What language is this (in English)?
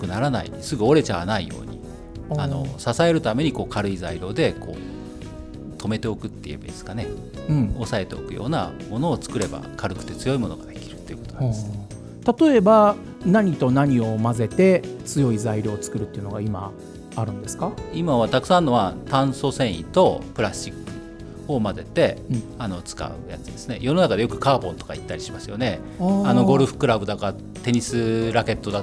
Japanese